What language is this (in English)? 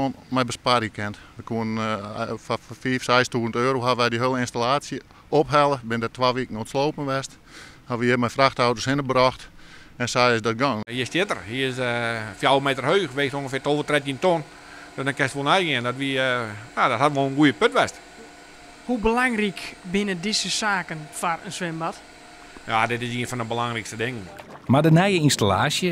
Western Frisian